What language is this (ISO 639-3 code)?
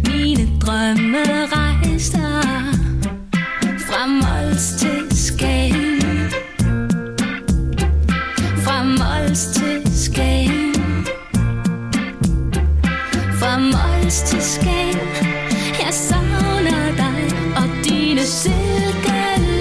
dan